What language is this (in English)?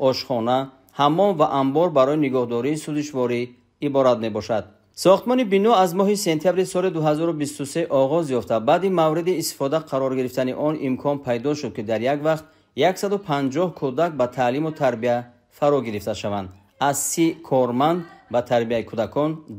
Tajik